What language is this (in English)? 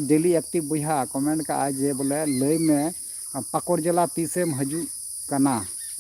Santali